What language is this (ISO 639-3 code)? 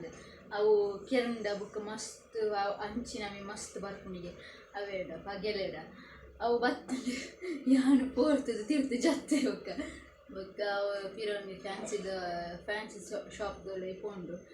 tcy